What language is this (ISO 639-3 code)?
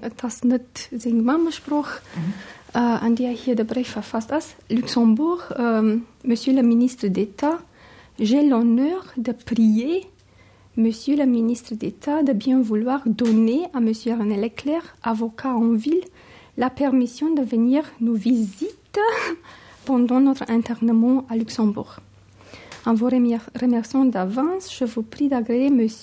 ltz